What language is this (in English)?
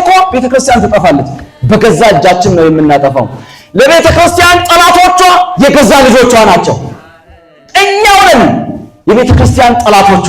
Amharic